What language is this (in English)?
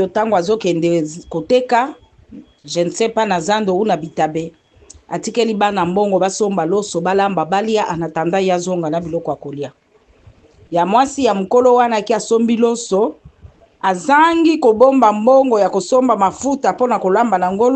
Lingala